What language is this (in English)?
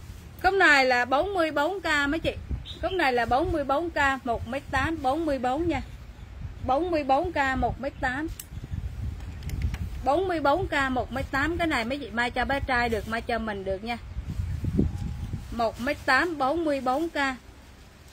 Vietnamese